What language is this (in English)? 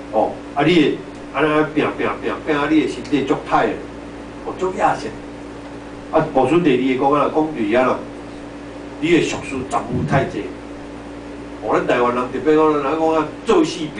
Min Nan Chinese